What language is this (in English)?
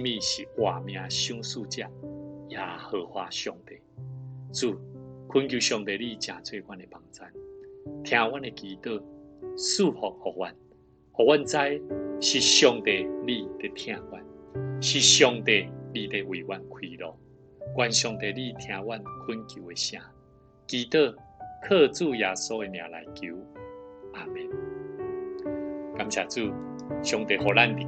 Min Nan Chinese